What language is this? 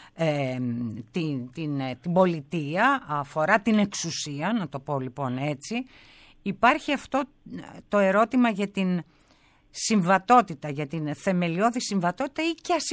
Greek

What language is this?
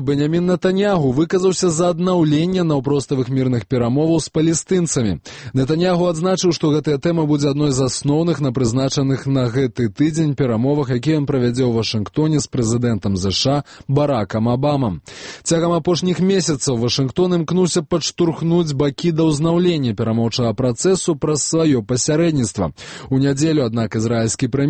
Belarusian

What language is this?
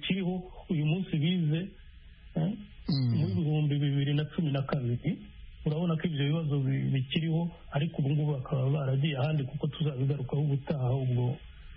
Kinyarwanda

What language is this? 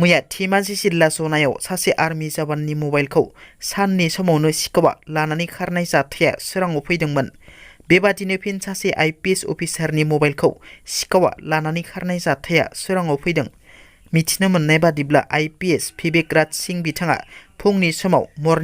Bodo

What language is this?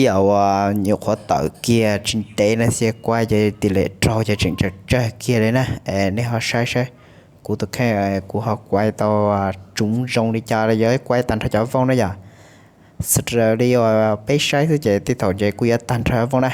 Hmong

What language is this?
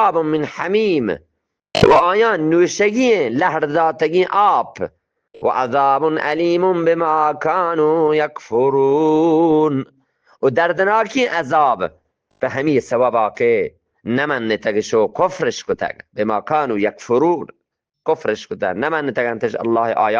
Eastern Balochi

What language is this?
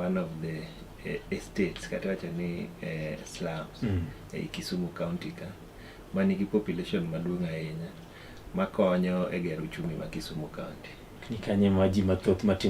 Luo (Kenya and Tanzania)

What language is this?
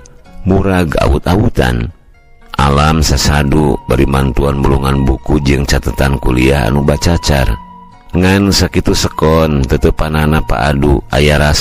Sundanese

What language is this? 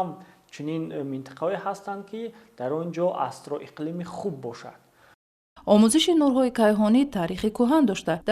Tajik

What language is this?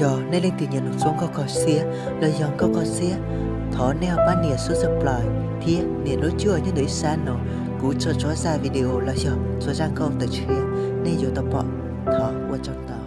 Hmong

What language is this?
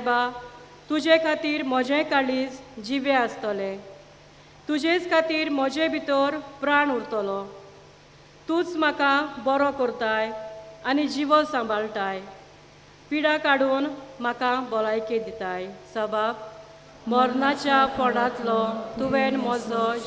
Konkani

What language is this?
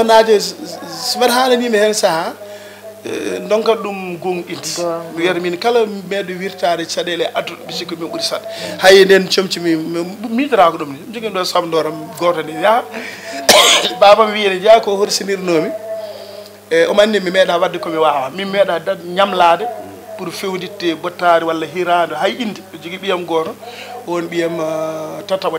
Fula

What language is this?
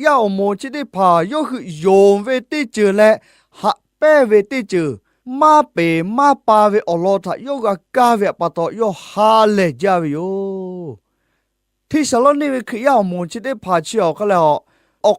Lahu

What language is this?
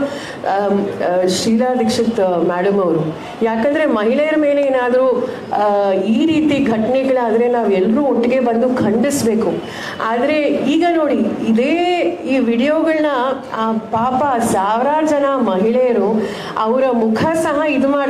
Kannada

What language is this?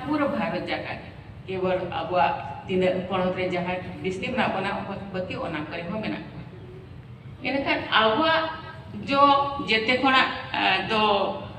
Santali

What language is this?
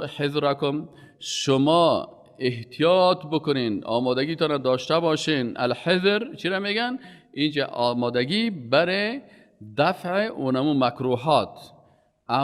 Persian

